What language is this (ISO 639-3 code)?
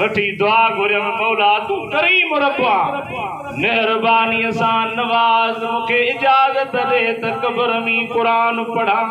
snd